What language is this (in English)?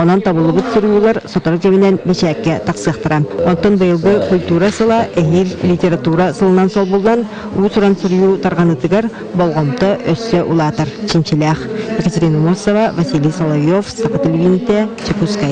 Yakut